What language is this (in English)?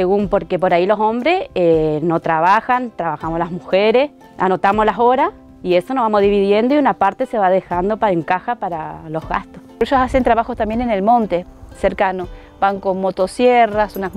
Spanish